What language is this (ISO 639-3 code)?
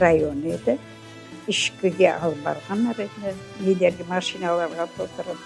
crh